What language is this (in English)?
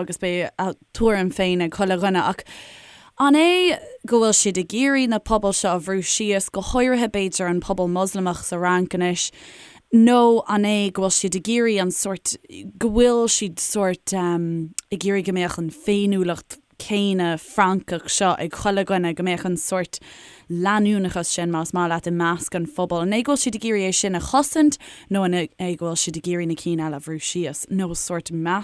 Irish